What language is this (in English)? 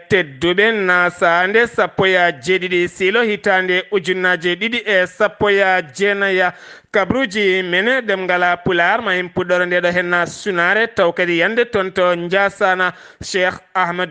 Fula